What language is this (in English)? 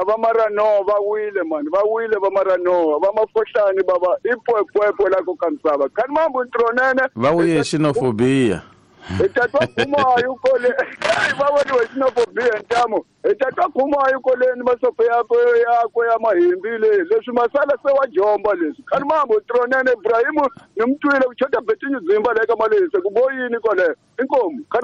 Tsonga